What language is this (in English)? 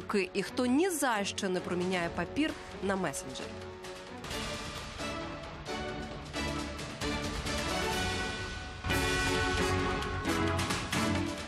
Ukrainian